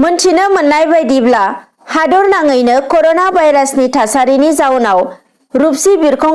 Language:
Bodo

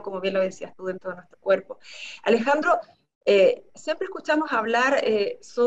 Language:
Spanish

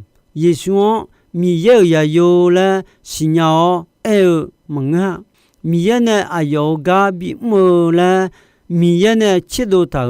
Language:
Akha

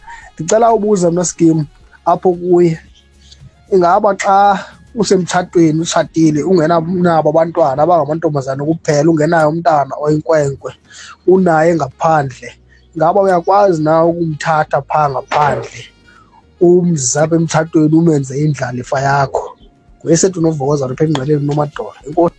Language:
Xhosa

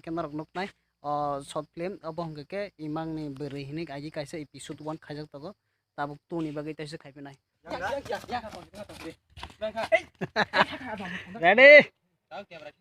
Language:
Kok Borok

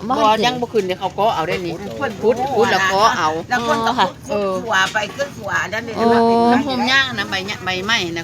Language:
Northeastern Thai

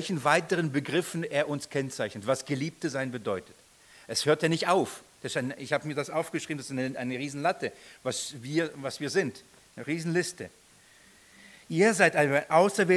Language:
German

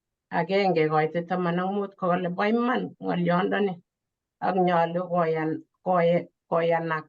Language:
Kalenjin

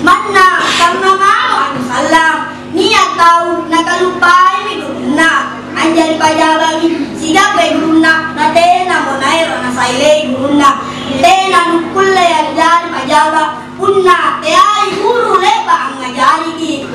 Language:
Makasar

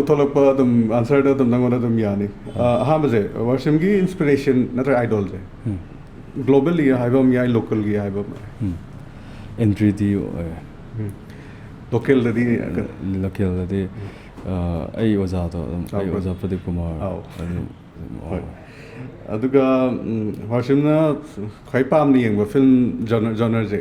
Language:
Manipuri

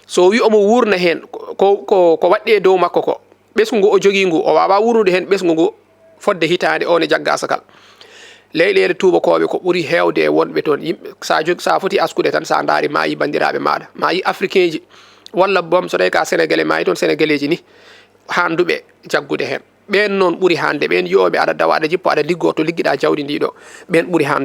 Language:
Fula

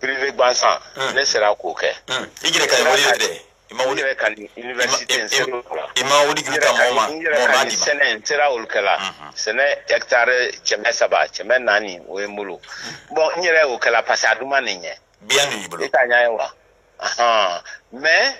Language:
Bambara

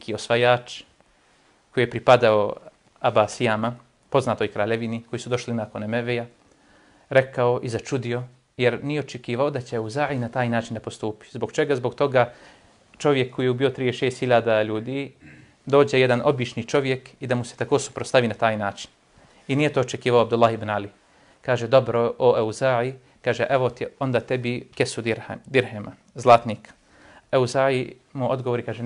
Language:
Bosnian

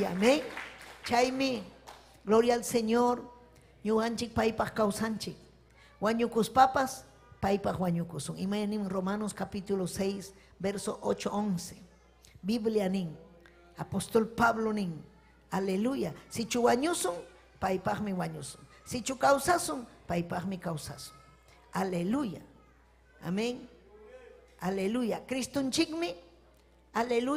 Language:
Ayacucho Quechua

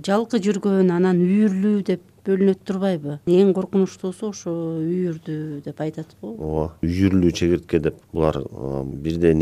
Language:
Kyrgyz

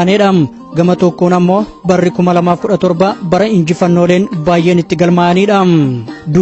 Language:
Oromo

